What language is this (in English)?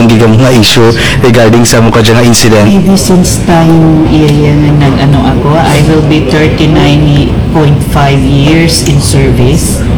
Kinaray-a